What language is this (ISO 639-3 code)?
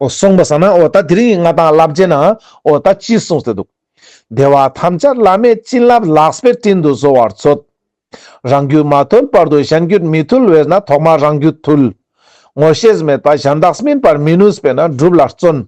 lbj